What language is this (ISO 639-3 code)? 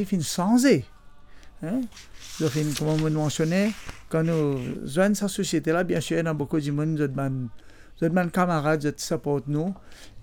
mfe